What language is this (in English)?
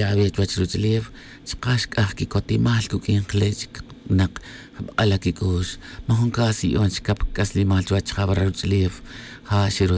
Kaqchikel